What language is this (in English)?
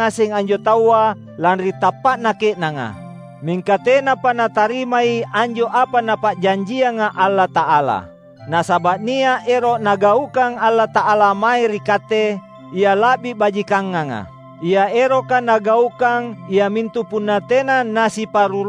Makasar